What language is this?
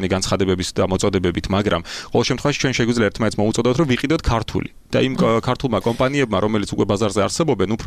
Georgian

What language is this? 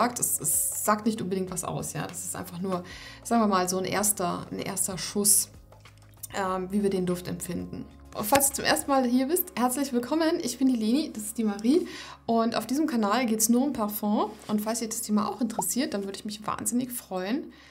German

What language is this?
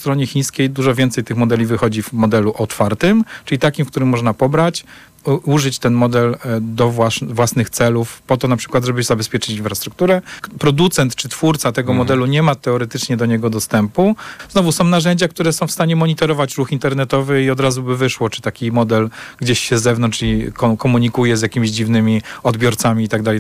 Polish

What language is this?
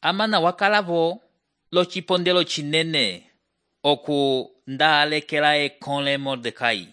Umbundu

